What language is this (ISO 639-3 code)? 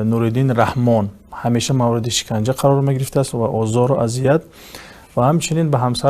tgk